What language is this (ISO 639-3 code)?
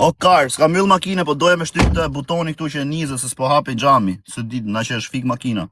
sqi